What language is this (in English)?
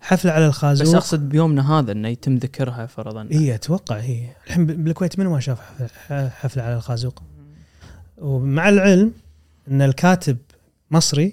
Gulf Arabic